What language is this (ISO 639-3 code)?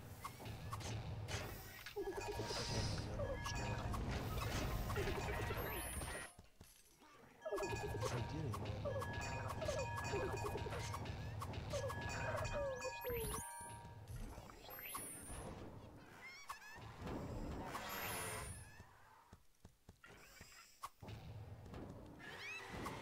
deu